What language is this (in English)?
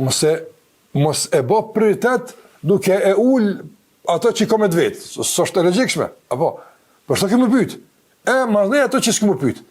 Albanian